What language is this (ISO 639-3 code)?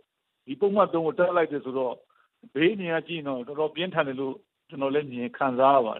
mya